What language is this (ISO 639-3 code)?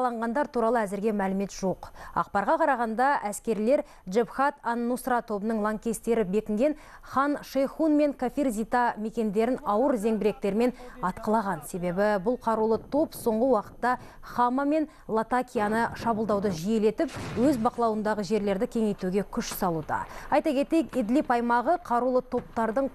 kaz